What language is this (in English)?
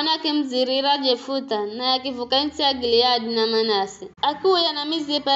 Giryama